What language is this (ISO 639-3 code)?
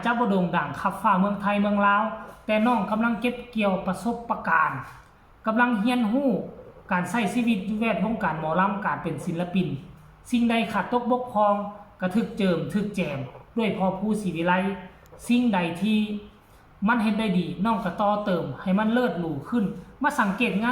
tts